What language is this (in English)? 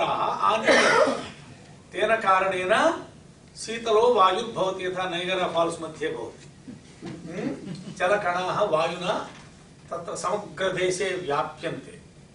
Sanskrit